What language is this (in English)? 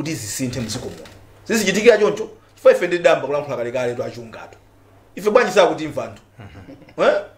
Nyanja